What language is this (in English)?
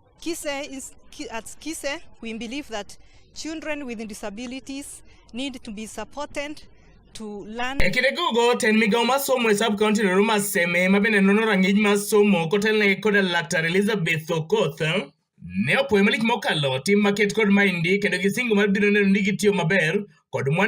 Luo (Kenya and Tanzania)